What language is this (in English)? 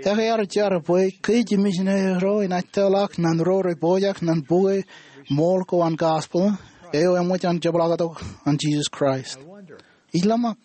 Marshallese